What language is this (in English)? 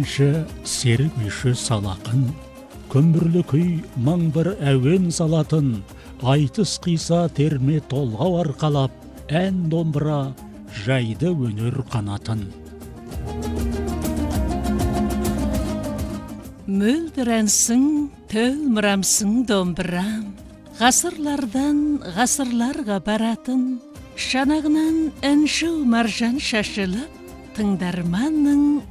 Kazakh